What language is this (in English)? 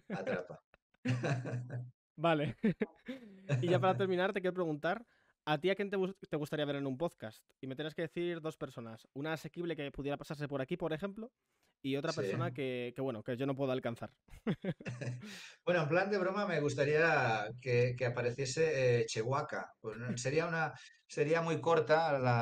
Spanish